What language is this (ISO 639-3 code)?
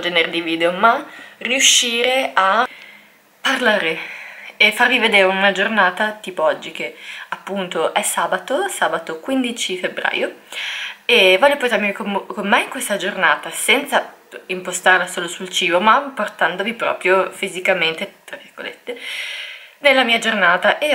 ita